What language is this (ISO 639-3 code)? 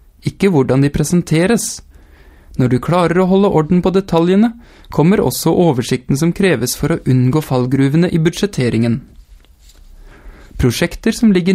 nor